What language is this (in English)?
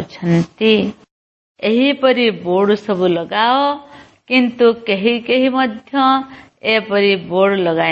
Odia